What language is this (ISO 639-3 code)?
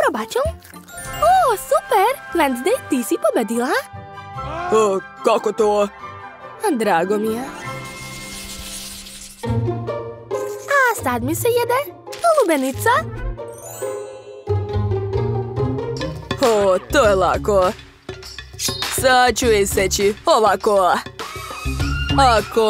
srp